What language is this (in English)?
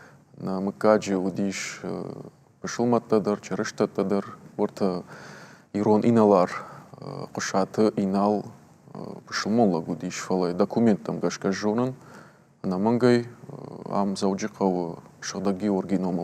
Ossetic